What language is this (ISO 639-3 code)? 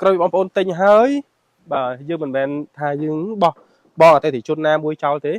khm